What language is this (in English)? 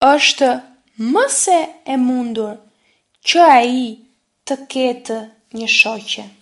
Albanian